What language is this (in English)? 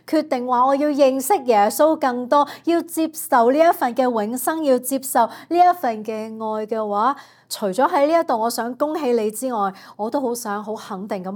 Cantonese